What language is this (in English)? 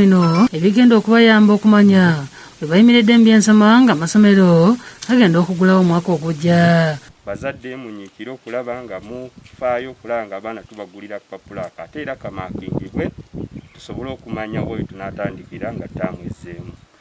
Ganda